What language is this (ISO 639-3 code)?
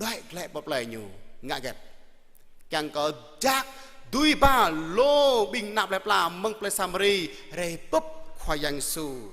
jra